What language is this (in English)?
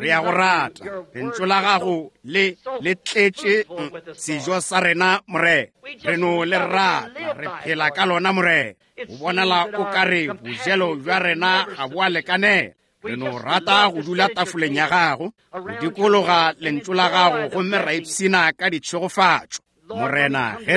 Northern Sotho